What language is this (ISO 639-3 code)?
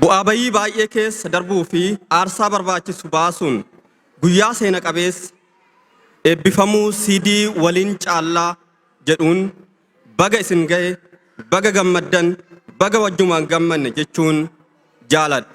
orm